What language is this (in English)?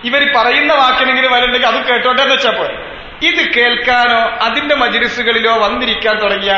Malayalam